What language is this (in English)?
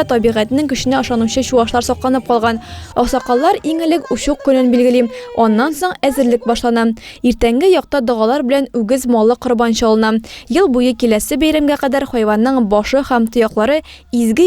Tatar